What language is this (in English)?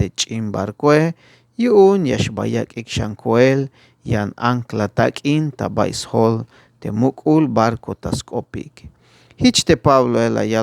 Tzeltal